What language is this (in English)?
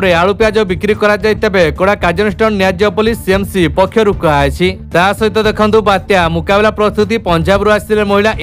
Odia